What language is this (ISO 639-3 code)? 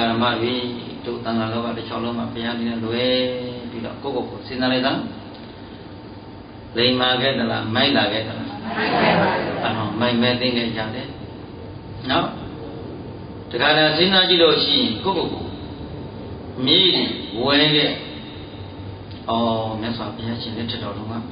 mya